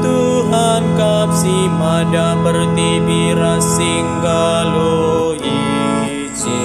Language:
Batak Karo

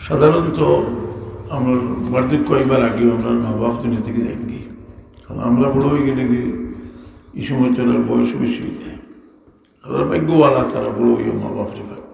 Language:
Sylheti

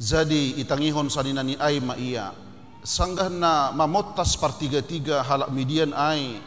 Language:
Batak Simalungun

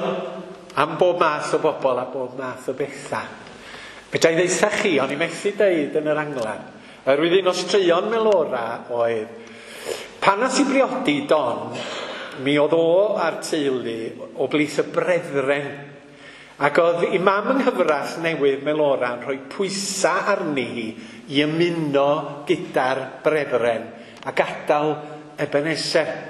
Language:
Welsh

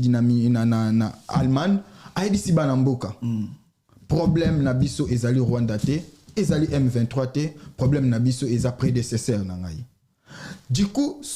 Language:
Lingala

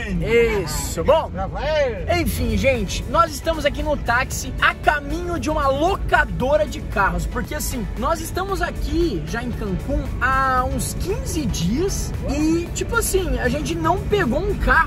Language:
Portuguese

